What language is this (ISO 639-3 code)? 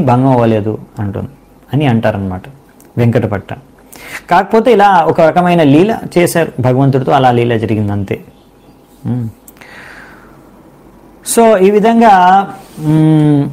tel